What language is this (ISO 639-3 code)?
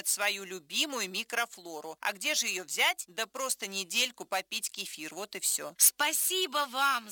rus